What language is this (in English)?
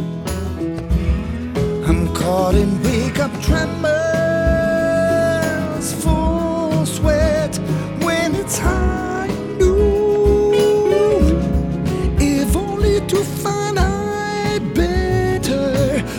French